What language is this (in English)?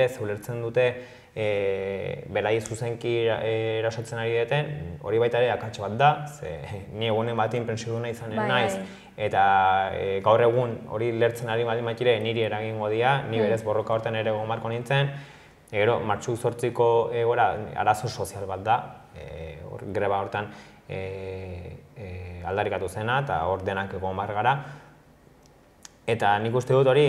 Basque